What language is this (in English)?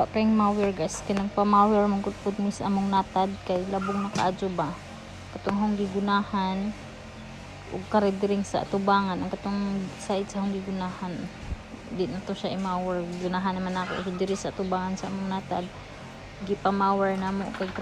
Cebuano